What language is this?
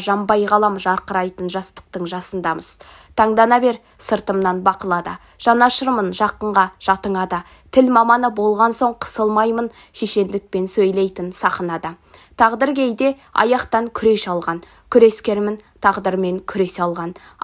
Kazakh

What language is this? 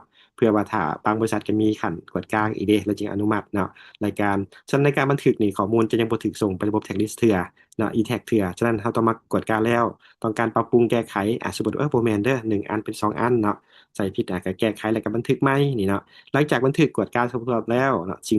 Lao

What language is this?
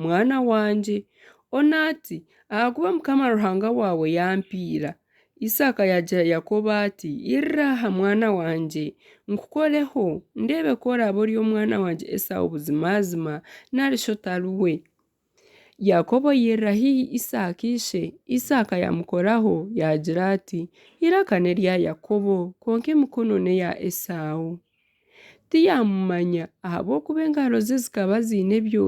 Nyankole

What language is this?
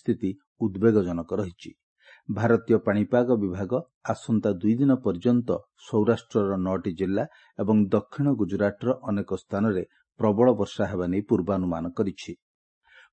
Odia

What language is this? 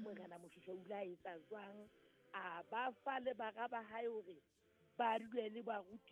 Southern Sotho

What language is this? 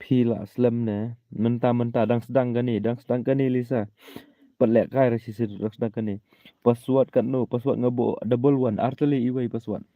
Khasi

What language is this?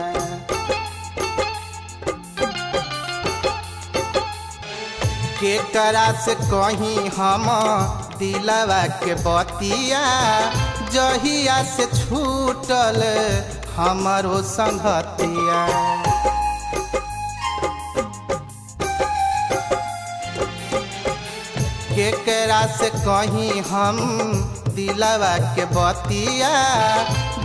Bhojpuri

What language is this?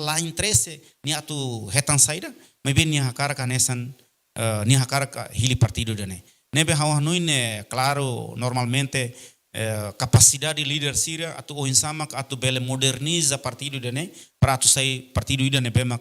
Tetum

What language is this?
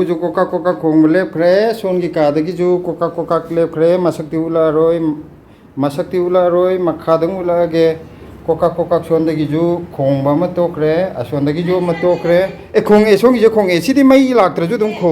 Manipuri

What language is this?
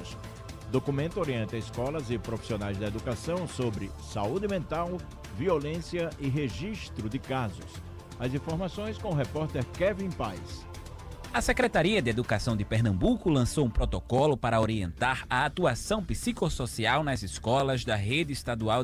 Portuguese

